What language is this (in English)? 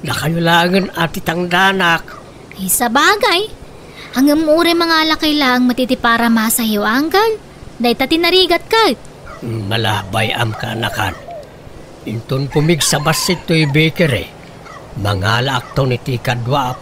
Iloko